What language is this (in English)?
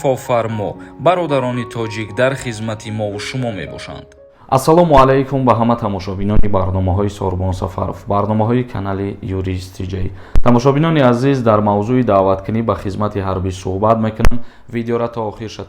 Tajik